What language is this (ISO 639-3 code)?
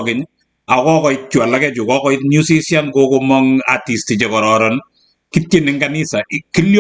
kln